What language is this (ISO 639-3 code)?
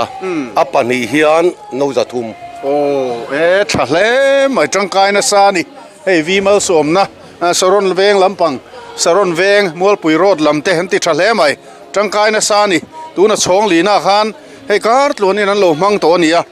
lus